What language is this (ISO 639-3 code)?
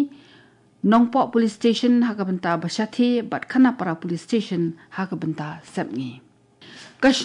kha